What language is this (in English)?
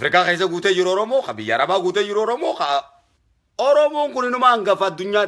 Oromo